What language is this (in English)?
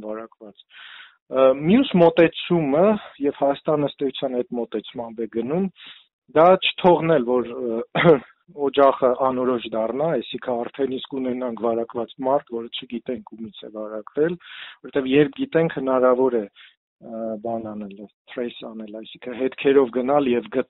Armenian